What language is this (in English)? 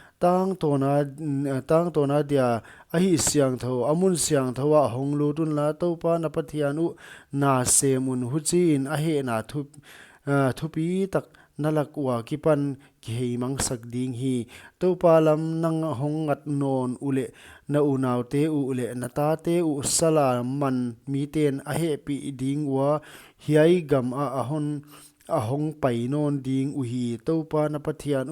Paite Chin